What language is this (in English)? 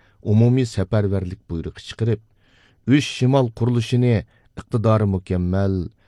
Uyghur